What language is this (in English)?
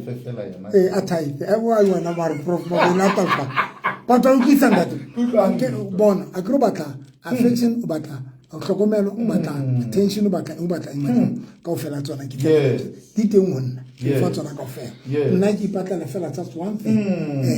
Southern Sotho